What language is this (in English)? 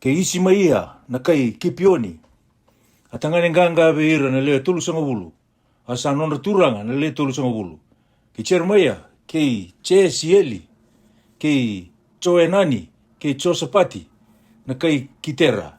Fijian